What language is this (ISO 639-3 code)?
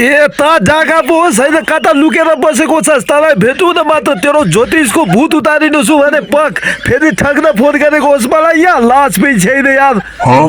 nep